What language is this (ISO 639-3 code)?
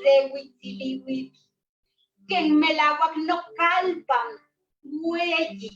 nhe